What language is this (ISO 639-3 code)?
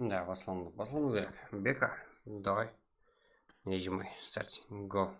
kaa